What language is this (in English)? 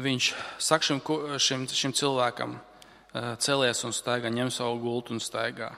Latvian